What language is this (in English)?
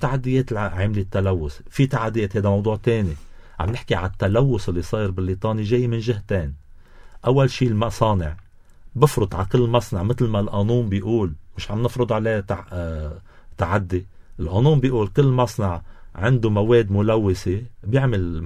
North Levantine Arabic